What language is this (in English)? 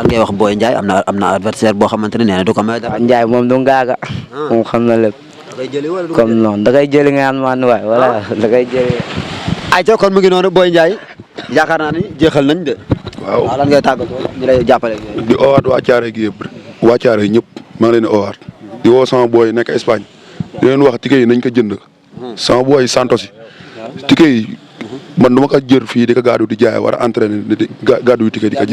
Wolof